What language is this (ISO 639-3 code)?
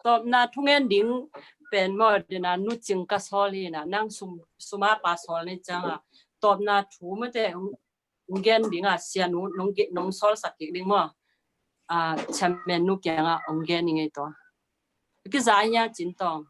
ctd